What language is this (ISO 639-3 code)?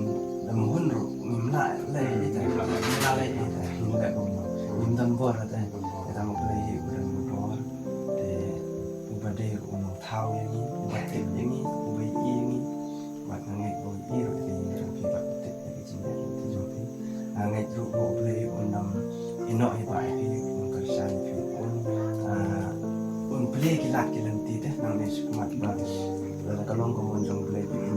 kha